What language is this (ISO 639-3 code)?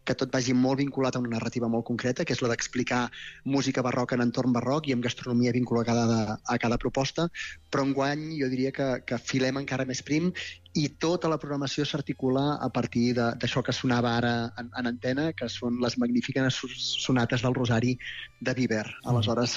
cat